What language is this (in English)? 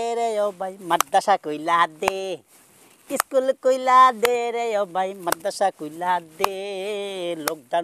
Sylheti